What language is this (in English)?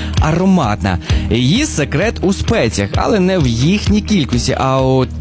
Ukrainian